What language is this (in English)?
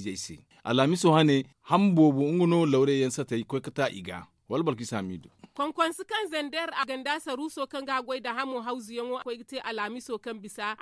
Zarma